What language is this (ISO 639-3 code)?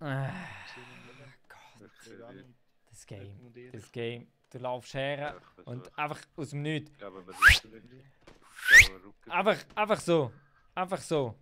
gsw